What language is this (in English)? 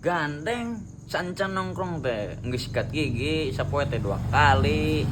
Sundanese